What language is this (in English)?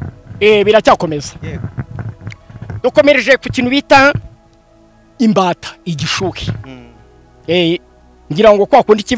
Kinyarwanda